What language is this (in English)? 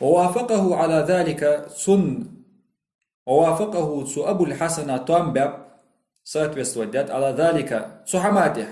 Ingush